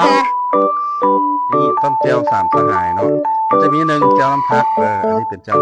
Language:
Lao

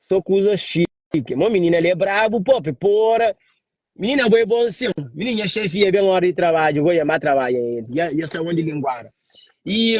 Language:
Kabuverdianu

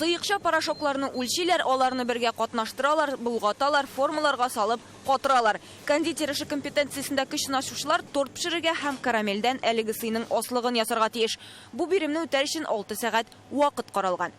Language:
Tatar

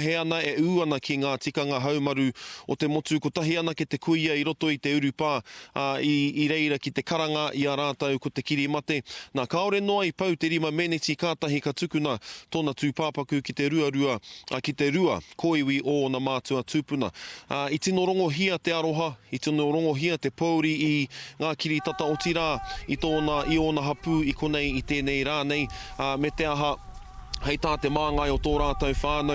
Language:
Māori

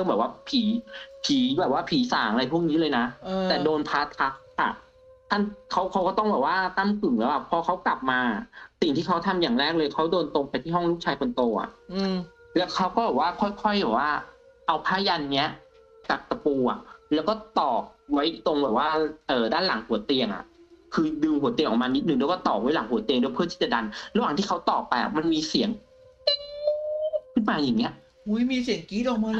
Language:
Thai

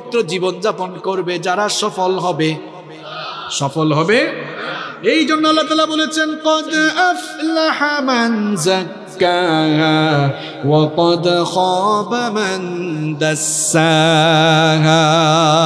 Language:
Bangla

